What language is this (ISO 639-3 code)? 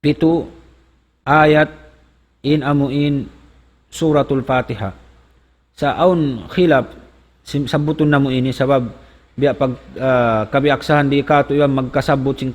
tsg